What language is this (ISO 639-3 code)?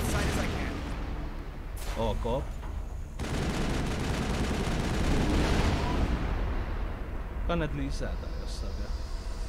fin